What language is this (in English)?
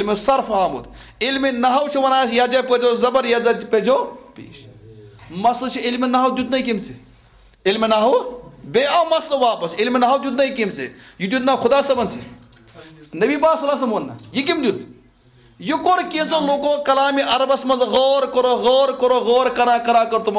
Kashmiri